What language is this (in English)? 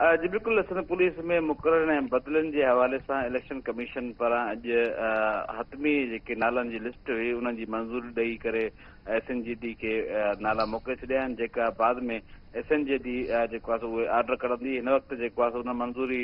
Sindhi